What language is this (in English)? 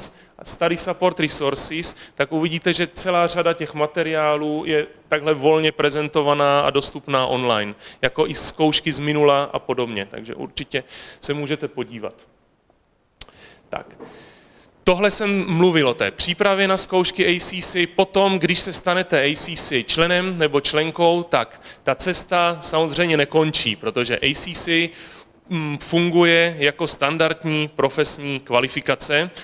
Czech